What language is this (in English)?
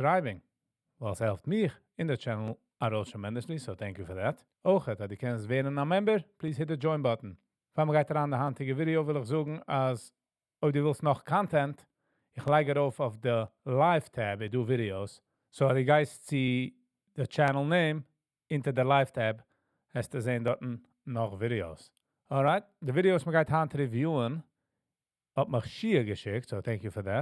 Yiddish